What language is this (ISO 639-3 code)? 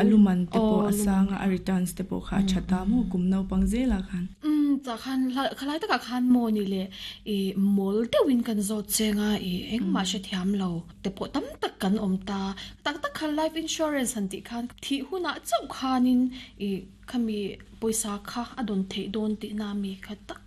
lus